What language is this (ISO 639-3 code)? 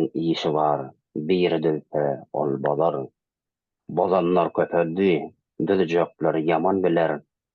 tuk